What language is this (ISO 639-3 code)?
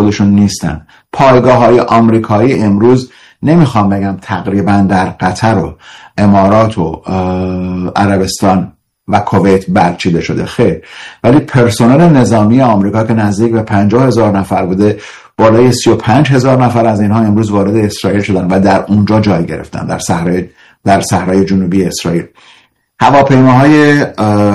fas